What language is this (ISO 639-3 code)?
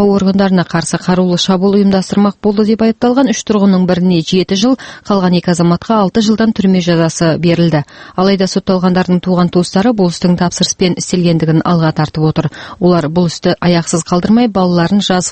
kaz